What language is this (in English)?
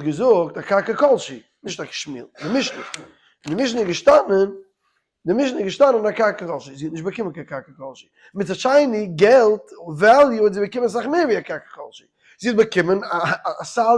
Yiddish